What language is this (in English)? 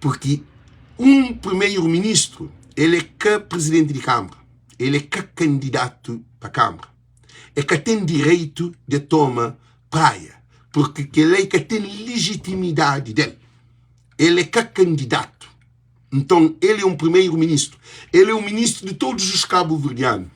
Kabuverdianu